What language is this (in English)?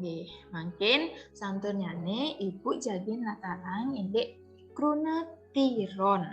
Balinese